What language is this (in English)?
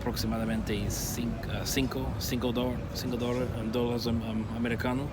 Papiamento